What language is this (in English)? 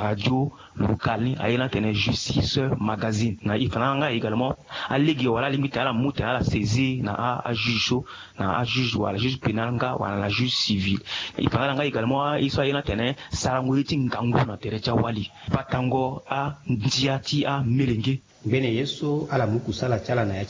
Sango